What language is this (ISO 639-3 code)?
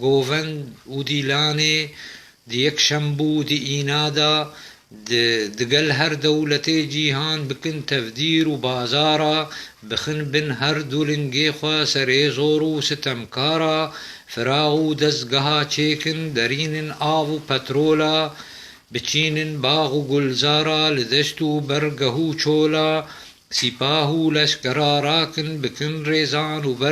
kur